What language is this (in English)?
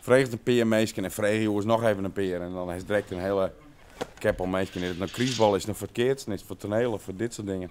Western Frisian